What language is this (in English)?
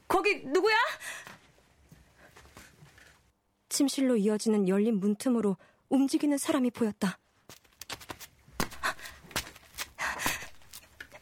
Korean